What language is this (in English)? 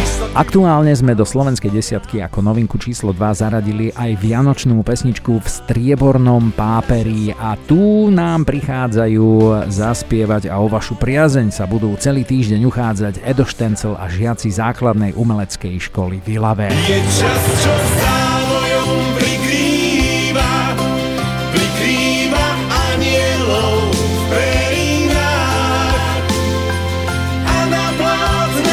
Slovak